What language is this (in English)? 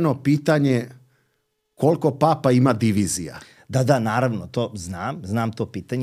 Serbian